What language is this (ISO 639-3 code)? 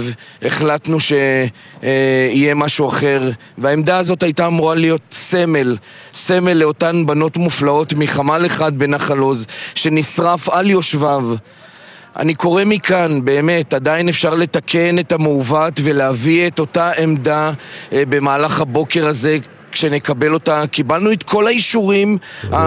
heb